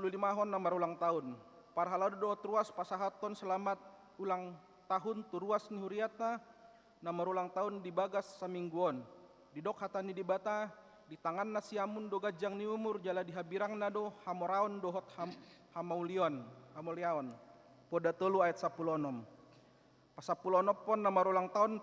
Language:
Batak Toba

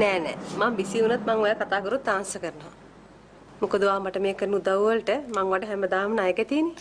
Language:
Sinhala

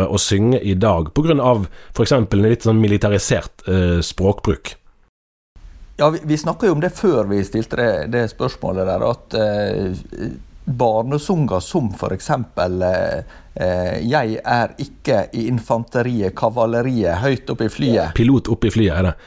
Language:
Norwegian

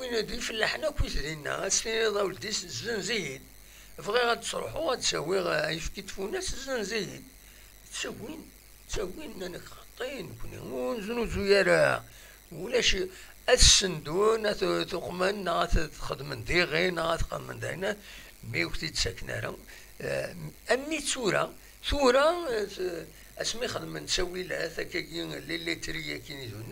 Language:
Kabyle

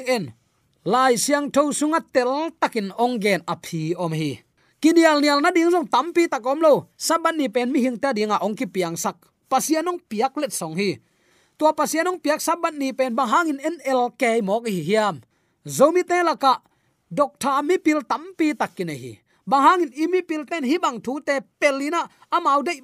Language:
Tedim Chin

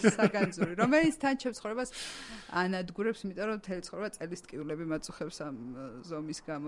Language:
Georgian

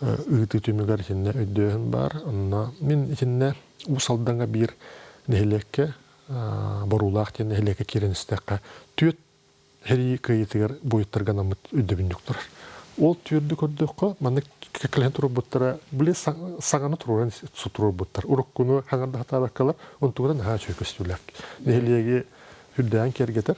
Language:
Yakut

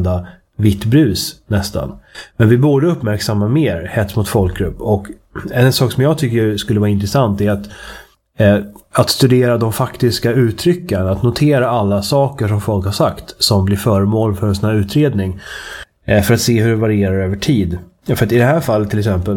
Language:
Swedish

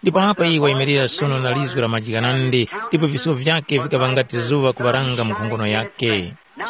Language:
Tumbuka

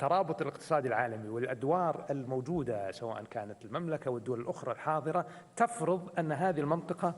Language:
Kurdish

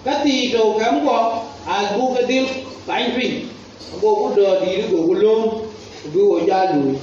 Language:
Dinka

